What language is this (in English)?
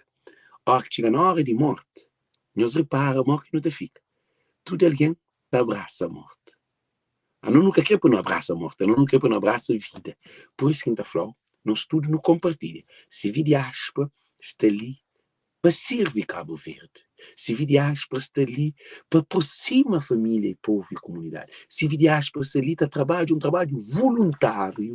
Kabuverdianu